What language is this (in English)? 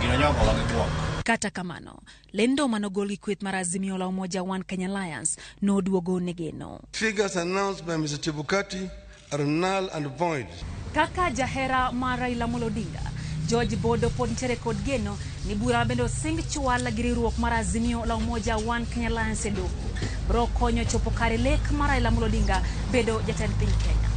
Luo (Kenya and Tanzania)